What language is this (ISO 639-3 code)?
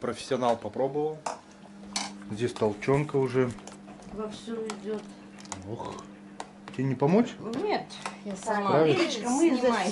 rus